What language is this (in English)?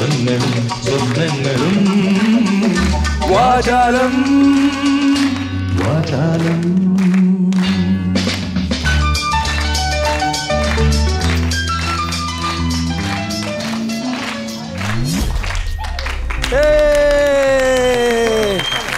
Malayalam